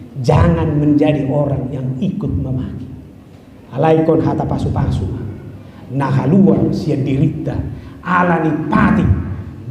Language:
Batak Toba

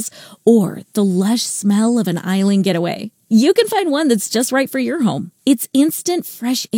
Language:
English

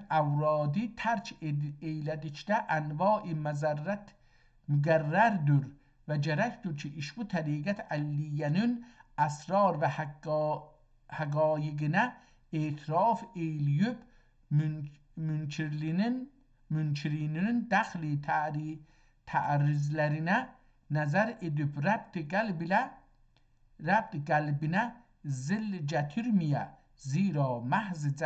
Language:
South Azerbaijani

